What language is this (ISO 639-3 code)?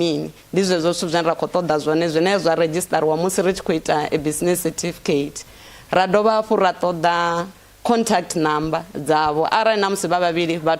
ven